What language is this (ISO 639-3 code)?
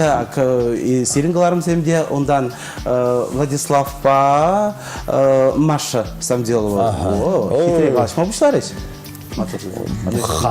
chv